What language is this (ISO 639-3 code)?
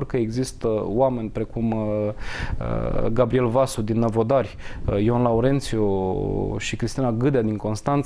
ron